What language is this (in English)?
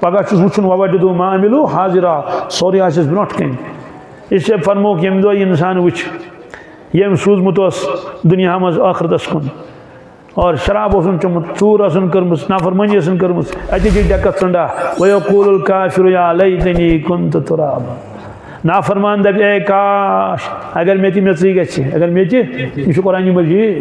Kashmiri